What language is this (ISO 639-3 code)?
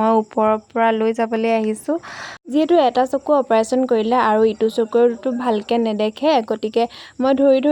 asm